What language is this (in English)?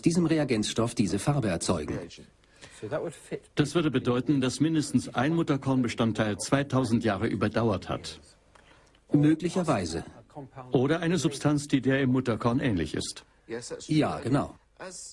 German